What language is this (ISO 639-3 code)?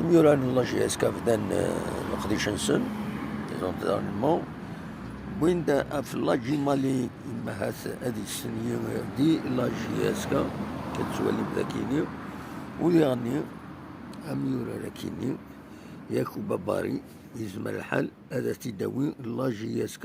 kab